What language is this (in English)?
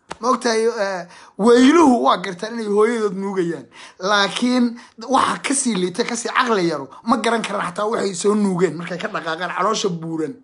Somali